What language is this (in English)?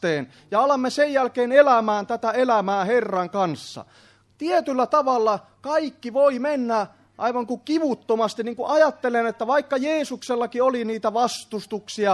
Finnish